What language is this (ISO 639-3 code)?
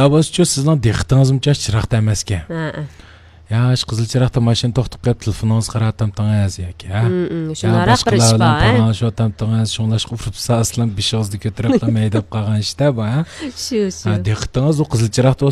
uig